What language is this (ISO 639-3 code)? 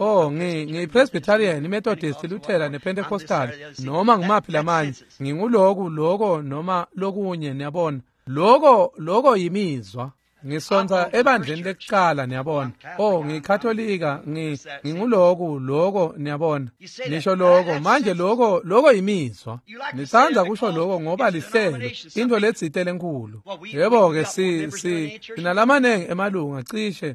ssw